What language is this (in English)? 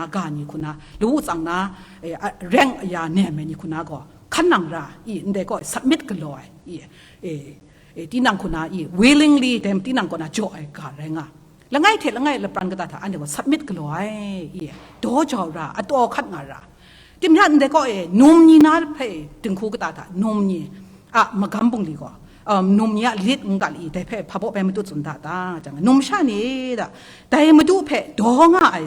Kachin